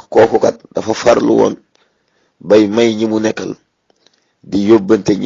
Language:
Wolof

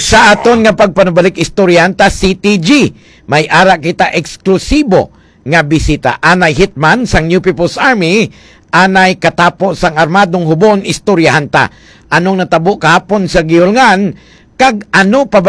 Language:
Hiligaynon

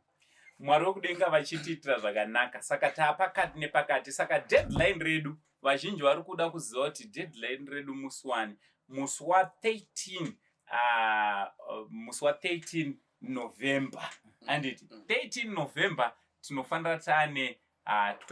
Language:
Shona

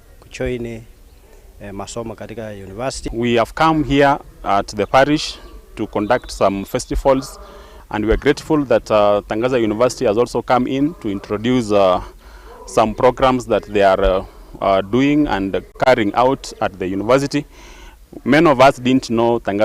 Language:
Gusii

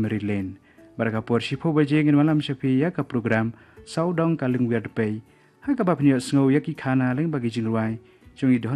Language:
Khasi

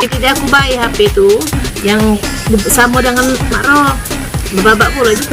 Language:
Musi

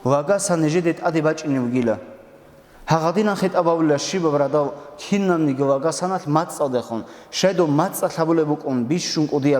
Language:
Avaric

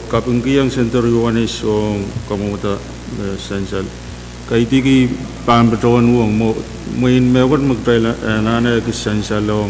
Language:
Pohnpeian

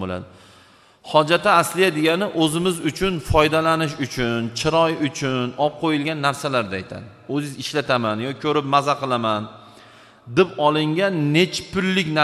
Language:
Uzbek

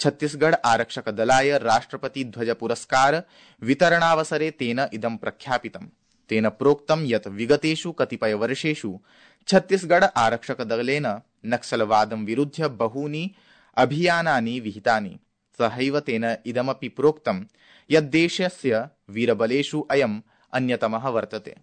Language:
Sanskrit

